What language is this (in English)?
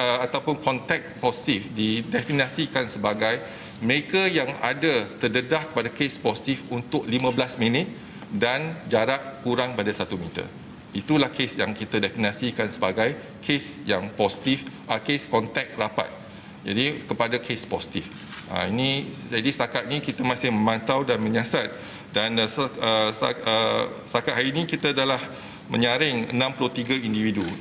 Malay